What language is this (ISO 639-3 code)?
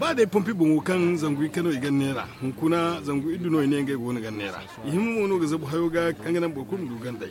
dje